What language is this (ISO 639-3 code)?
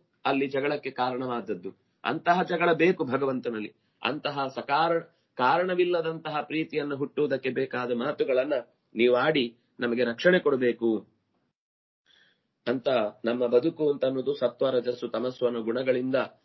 kan